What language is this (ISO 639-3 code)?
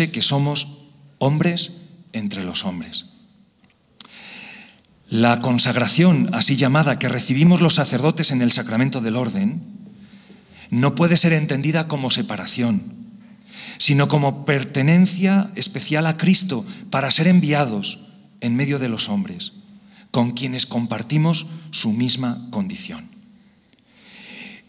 spa